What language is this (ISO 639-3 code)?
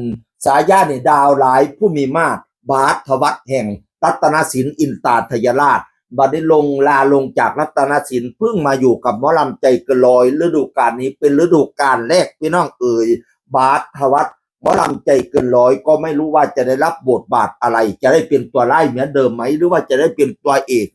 tts